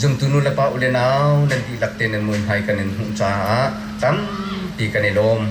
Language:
Hakha Chin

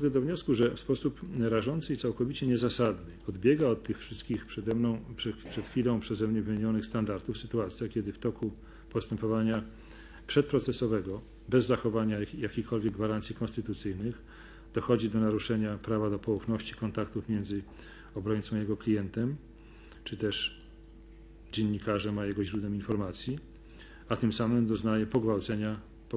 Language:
Polish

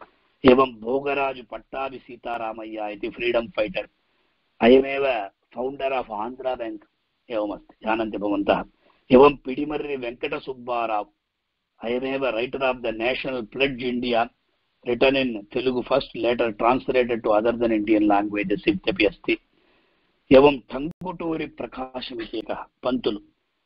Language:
Sanskrit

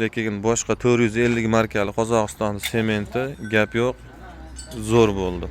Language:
Uzbek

